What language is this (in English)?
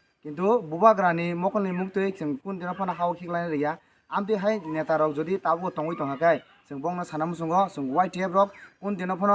Kok Borok